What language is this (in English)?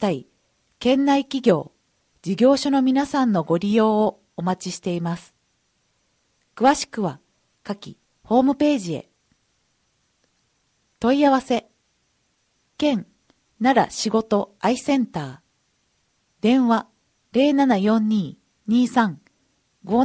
Japanese